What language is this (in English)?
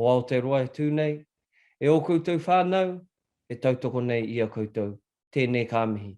Māori